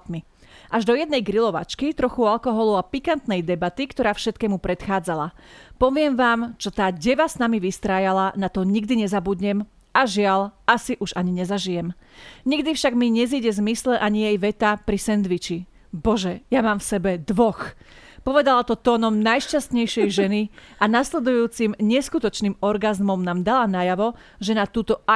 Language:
Slovak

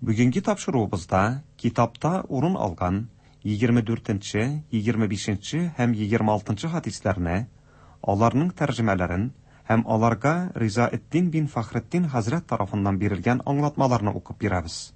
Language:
Tatar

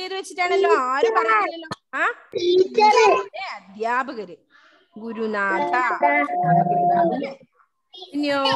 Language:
Malayalam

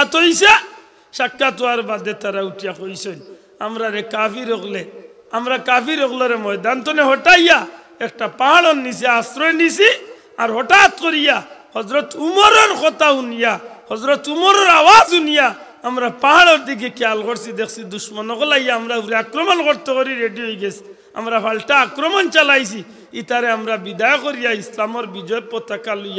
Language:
Sylheti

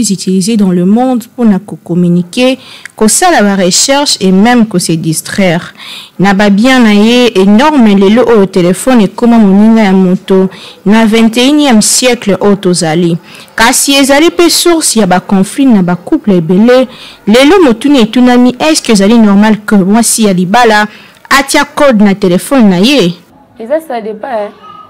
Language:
Lingala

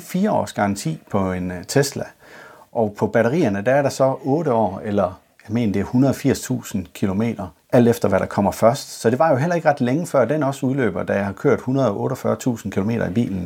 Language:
Danish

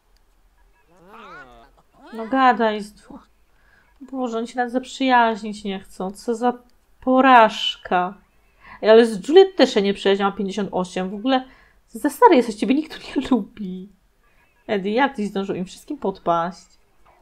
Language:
Polish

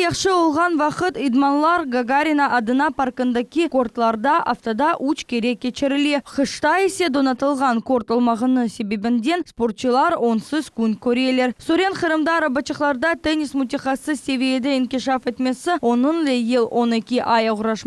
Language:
Crimean Tatar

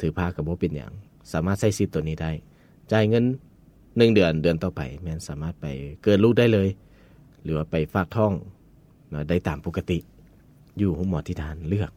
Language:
Lao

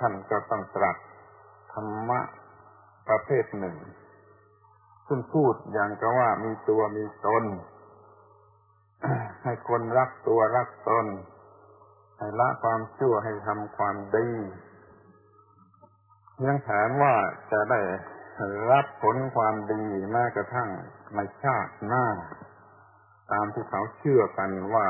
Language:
Thai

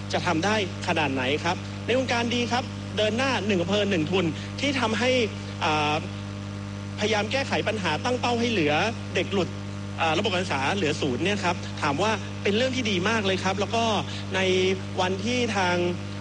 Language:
Thai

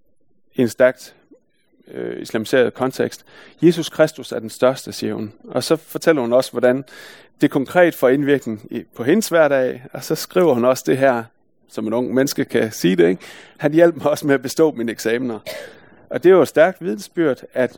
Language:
Danish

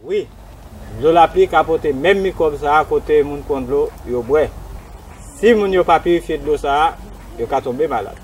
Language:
Haitian Creole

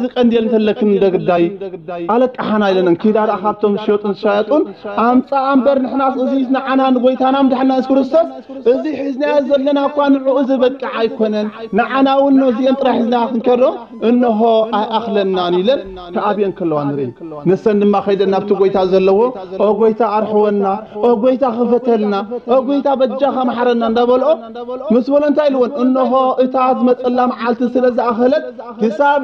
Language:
Tigrinya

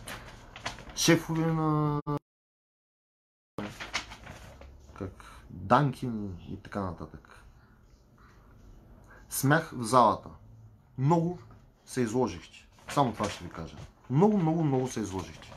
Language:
Bulgarian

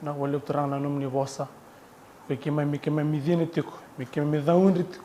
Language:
Fijian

